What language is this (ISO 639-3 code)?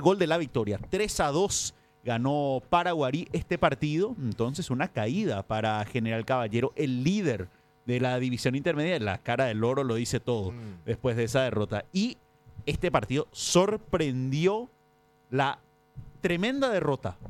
spa